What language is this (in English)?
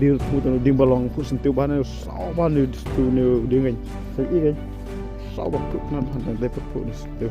Khasi